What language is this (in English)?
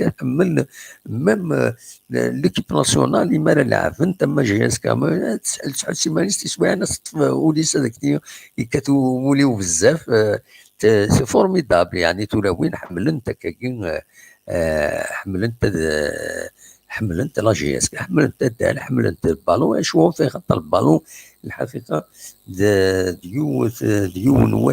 Kabyle